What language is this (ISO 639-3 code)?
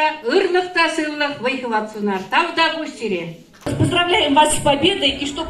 chv